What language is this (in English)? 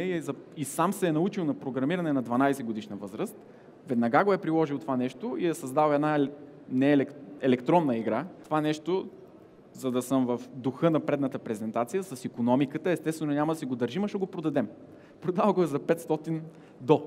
Bulgarian